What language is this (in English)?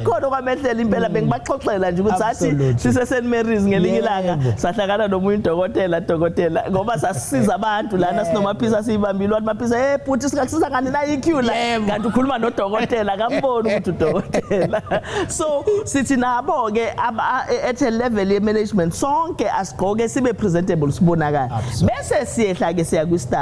Zulu